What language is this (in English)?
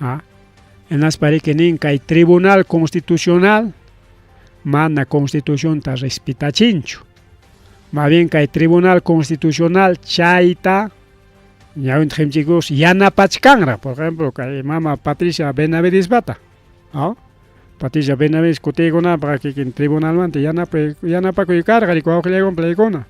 Ayacucho Quechua